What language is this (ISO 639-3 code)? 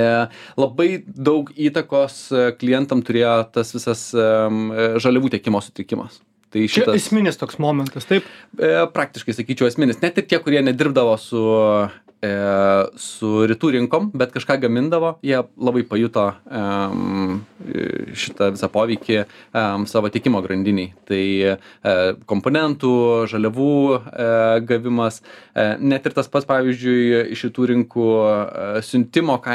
lit